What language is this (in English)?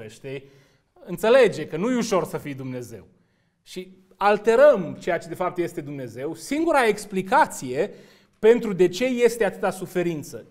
Romanian